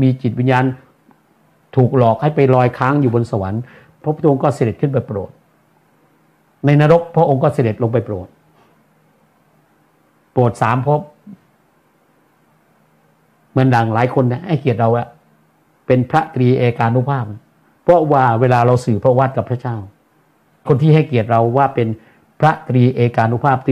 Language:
Thai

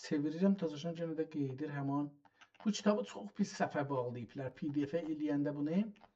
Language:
South Azerbaijani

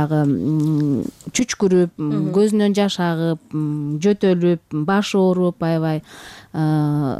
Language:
Kyrgyz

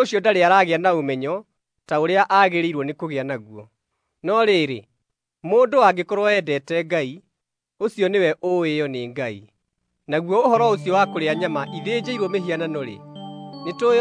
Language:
Kikuyu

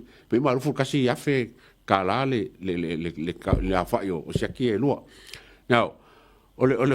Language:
Samoan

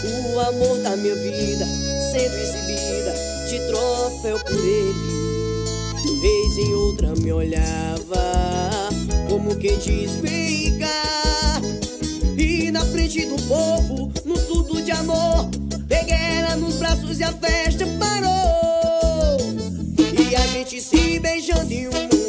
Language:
Portuguese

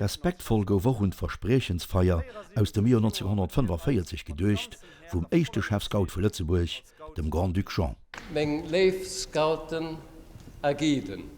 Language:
Luxembourgish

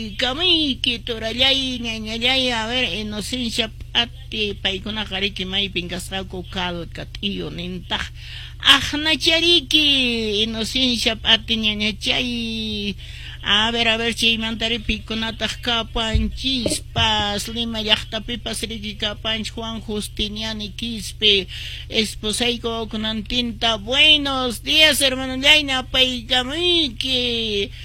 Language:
Quechua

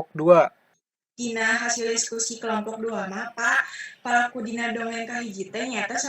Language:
Sundanese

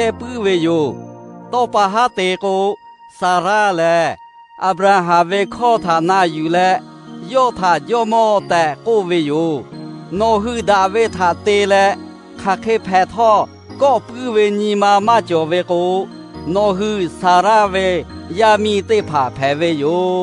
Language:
Lahu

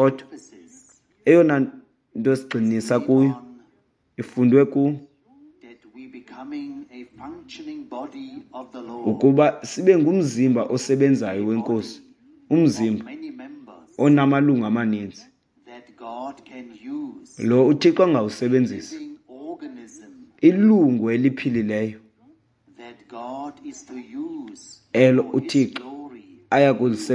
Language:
Xhosa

